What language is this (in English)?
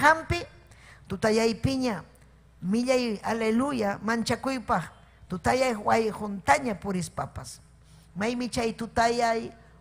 Ayacucho Quechua